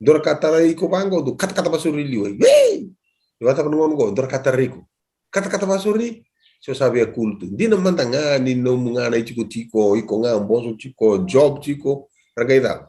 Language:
Fijian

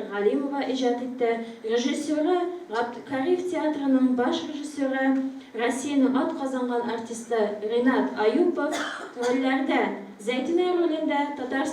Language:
Tatar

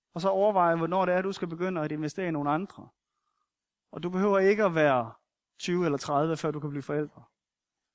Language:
Danish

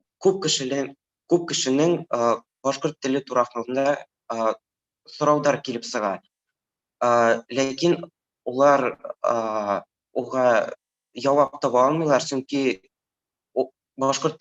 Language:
Bashkir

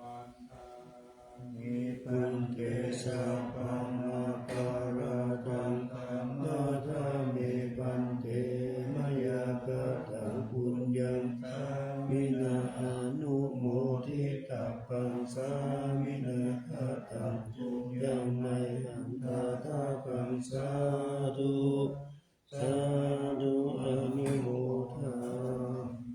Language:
Pali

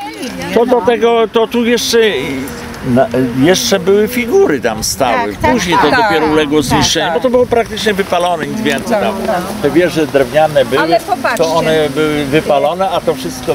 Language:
Polish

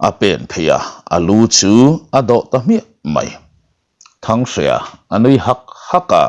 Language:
Mizo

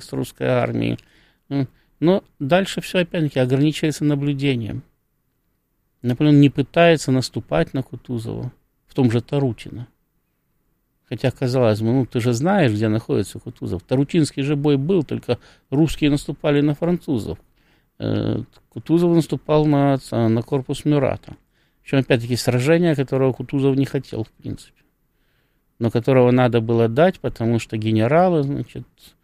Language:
Russian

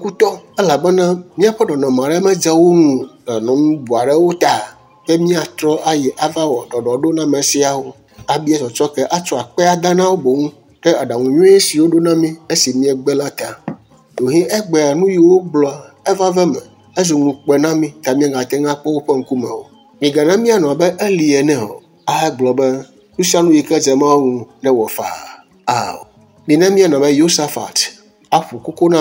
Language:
Ewe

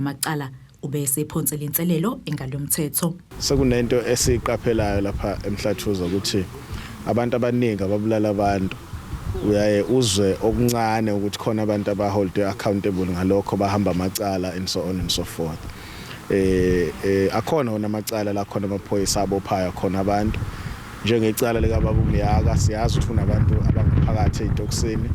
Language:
Zulu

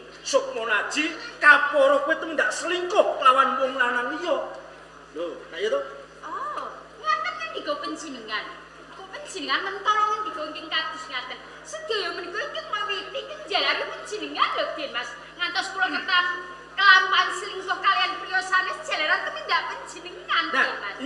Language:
Javanese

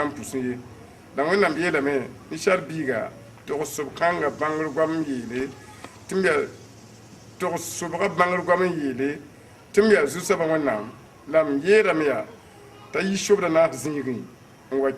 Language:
Mossi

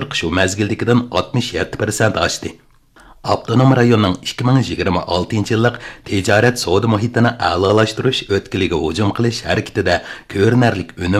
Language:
Uyghur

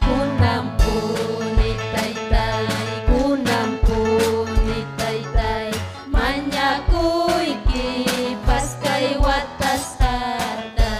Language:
Ayacucho Quechua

